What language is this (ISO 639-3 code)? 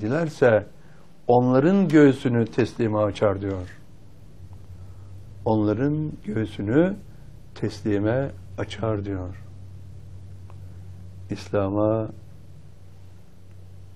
tur